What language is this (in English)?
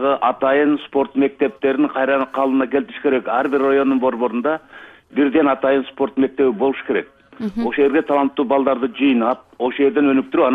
Kyrgyz